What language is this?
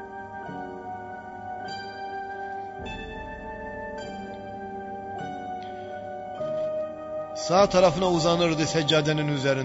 Turkish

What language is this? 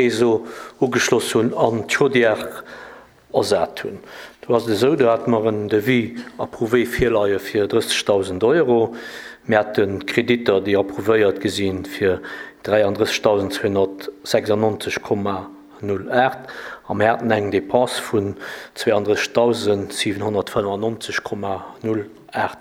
Luxembourgish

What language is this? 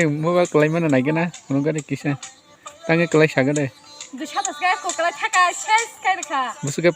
Kok Borok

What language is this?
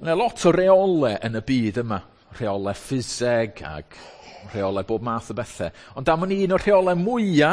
Welsh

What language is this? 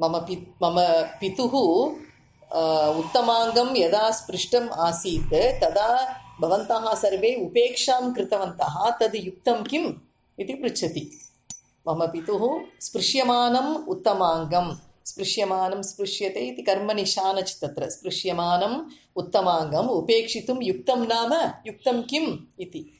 Sanskrit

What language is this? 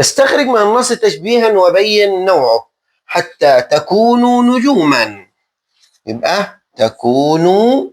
Egyptian Arabic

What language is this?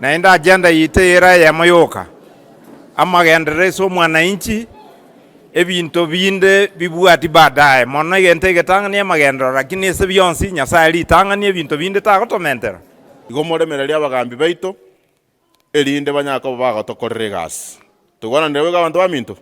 Gusii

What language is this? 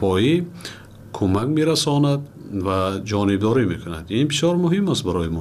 Tajik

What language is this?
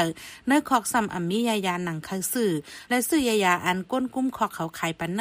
Shan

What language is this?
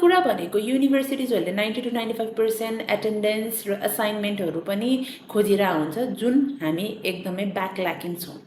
Nepali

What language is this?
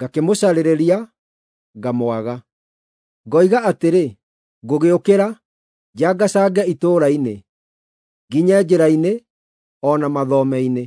Kikuyu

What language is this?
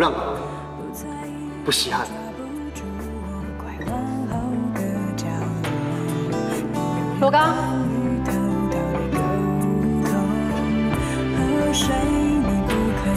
Min Nan Chinese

